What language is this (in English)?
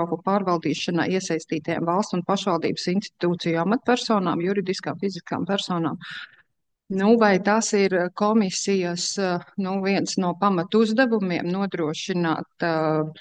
Latvian